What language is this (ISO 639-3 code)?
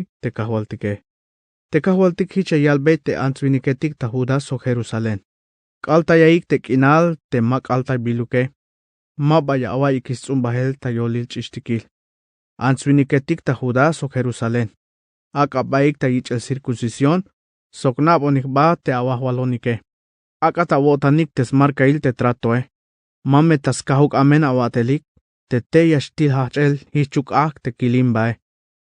tzh